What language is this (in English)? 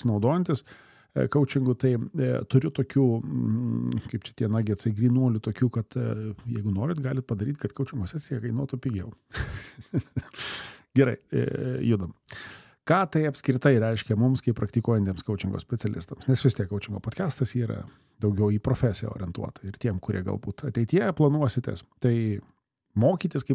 Lithuanian